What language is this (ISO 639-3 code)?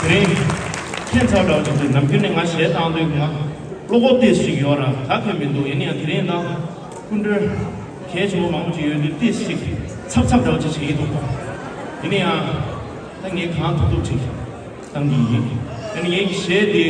bod